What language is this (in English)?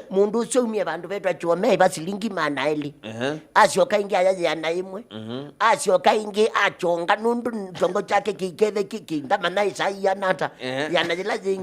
Kamba